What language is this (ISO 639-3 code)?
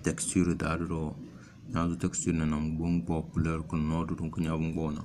kdh